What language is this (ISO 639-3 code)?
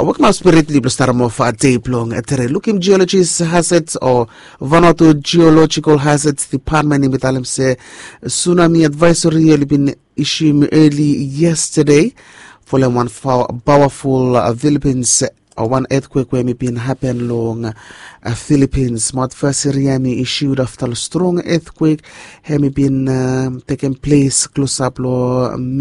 bis